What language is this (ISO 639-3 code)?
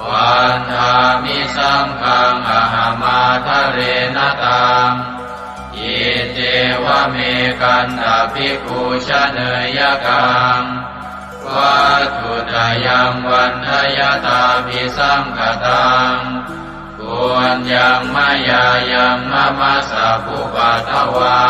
pli